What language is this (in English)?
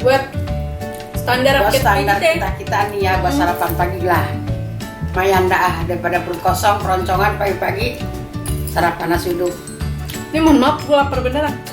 Betawi